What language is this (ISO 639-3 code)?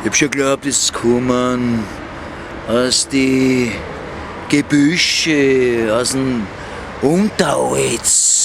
bar